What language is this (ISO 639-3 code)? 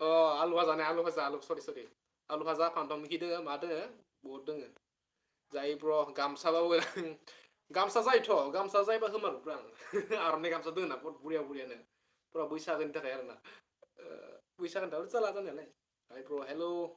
brx